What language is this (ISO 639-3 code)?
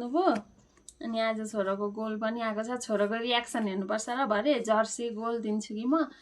nep